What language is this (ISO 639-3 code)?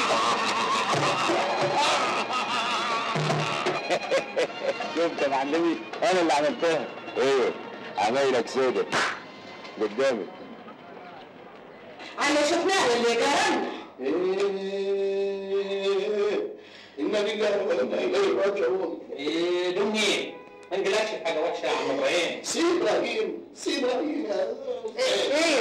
arz